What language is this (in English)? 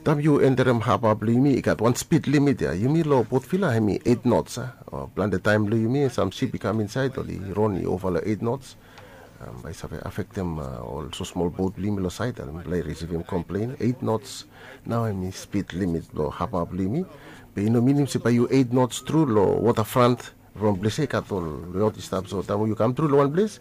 Bislama